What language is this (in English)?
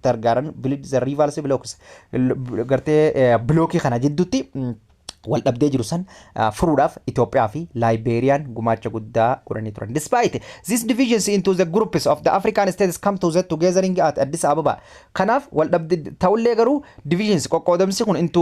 Oromo